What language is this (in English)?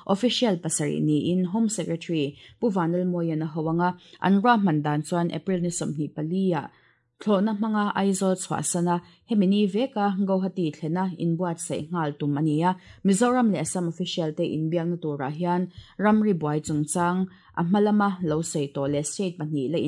Mizo